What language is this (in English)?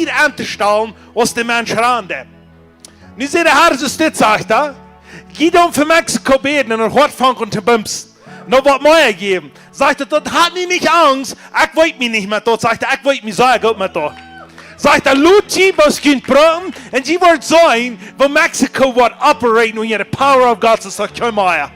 Plautdietsch